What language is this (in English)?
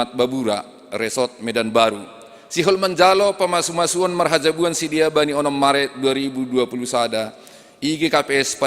Batak Simalungun